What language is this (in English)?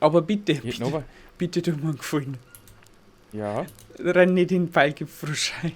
Bavarian